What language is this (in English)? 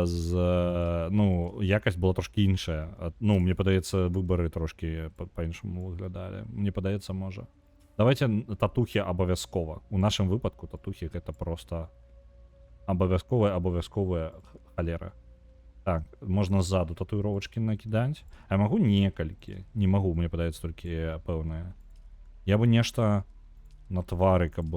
Belarusian